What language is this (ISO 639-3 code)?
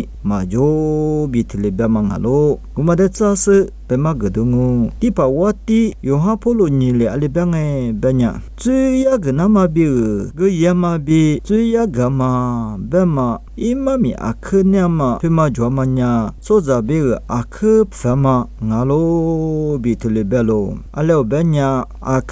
lis